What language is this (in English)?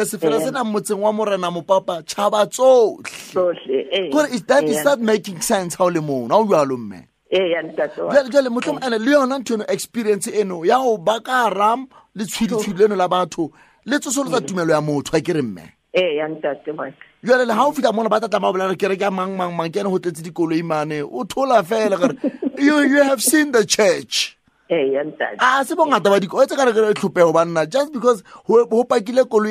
Southern Sotho